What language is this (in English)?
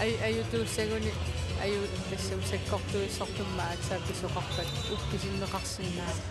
Kalaallisut